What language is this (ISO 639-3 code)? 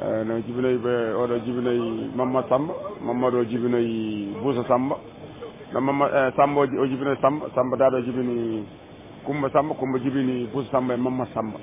ful